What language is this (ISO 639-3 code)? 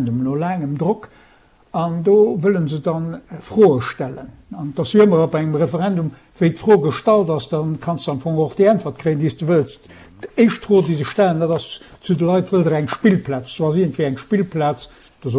ltz